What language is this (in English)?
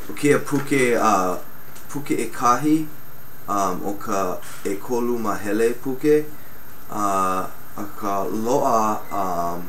Hawaiian